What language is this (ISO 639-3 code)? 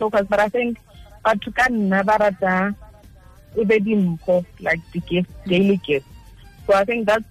tsn